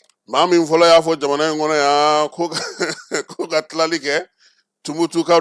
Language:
Bambara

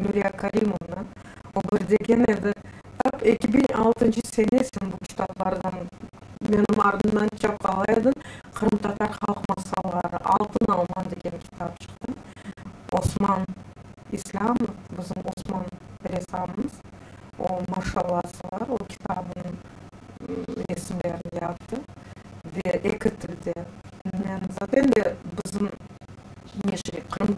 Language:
Crimean Tatar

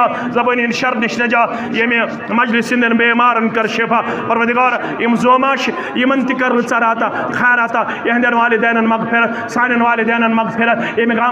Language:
Kashmiri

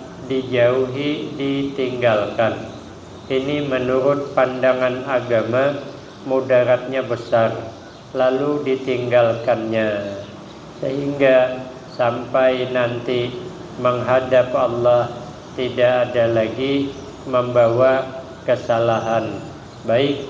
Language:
Banjar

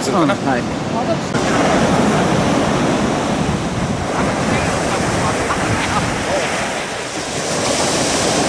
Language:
Japanese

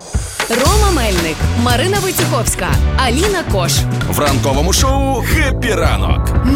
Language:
Ukrainian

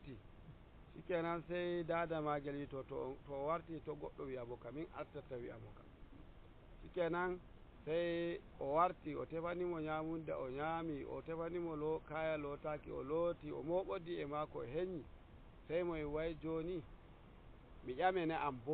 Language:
Nigerian Fulfulde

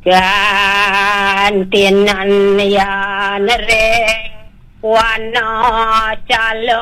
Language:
Balinese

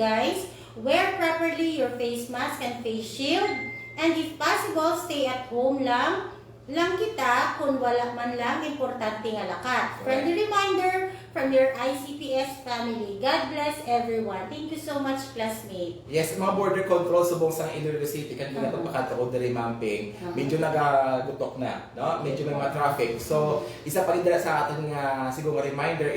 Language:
Hiligaynon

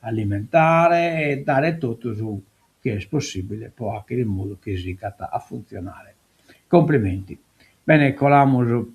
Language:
Sardinian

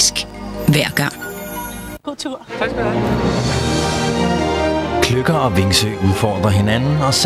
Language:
Danish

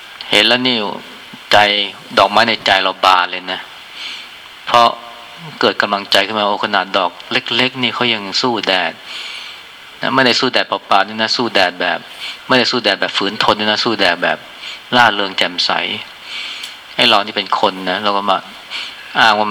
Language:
Thai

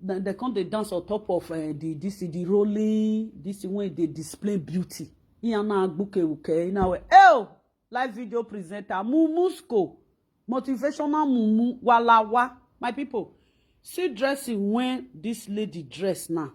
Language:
Nigerian Pidgin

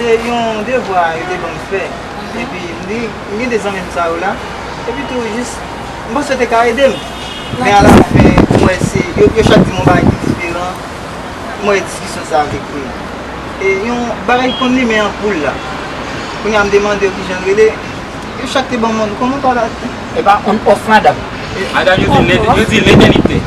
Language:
Haitian Creole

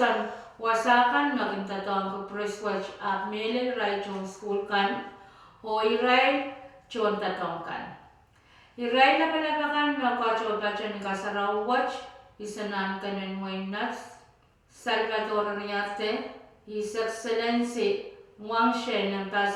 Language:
Pohnpeian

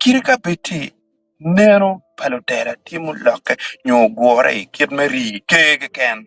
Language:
Acoli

